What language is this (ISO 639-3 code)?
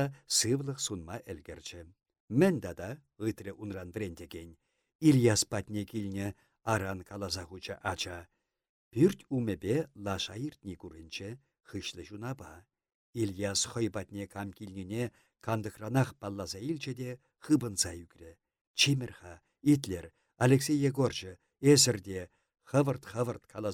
chv